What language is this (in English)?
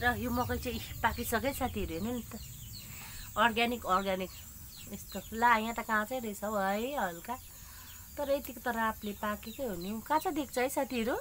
Nepali